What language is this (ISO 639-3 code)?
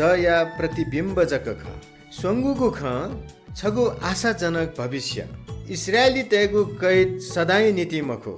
new